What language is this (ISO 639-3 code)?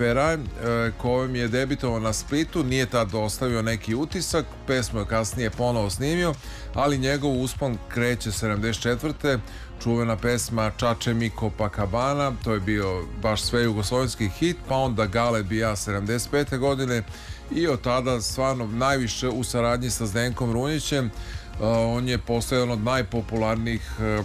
srp